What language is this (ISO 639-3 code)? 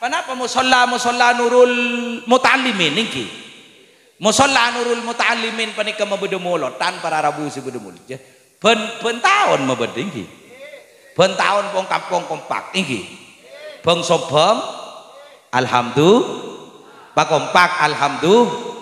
mad